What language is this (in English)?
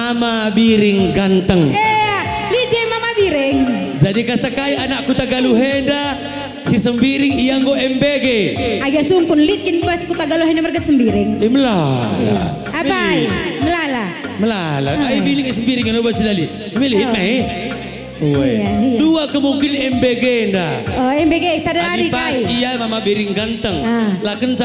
Batak Karo